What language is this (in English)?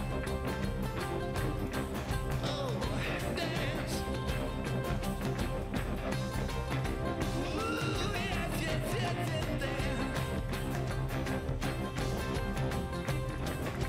English